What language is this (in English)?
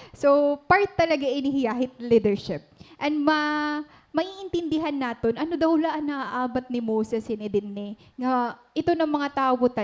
Waray